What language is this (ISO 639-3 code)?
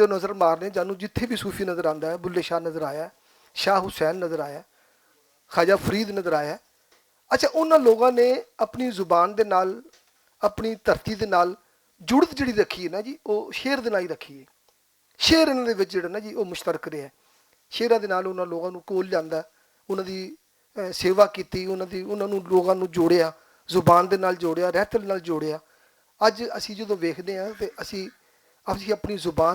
lah